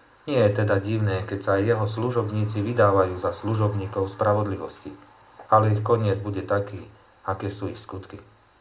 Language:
Slovak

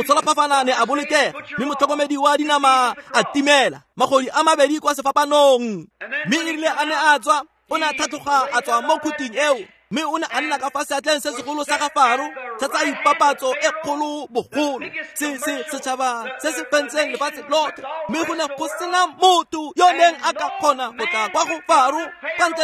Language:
Tswana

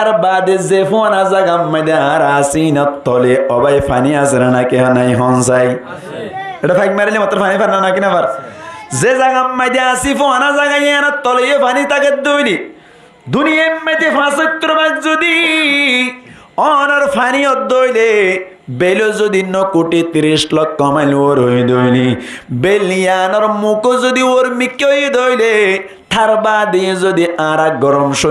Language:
Rohingya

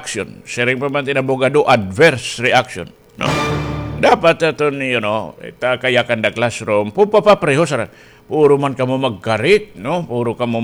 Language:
Waray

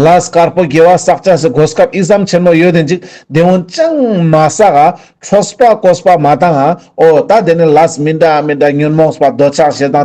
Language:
Ladakhi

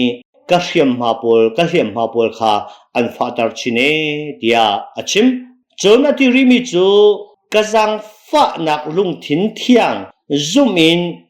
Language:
Hakha Chin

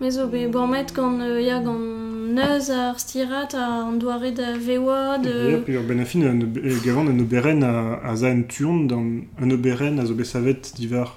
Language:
Breton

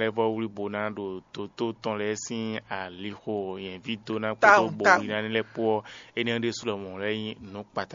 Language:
Fon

